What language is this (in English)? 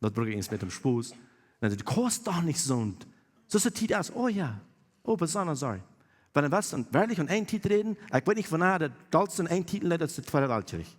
Plautdietsch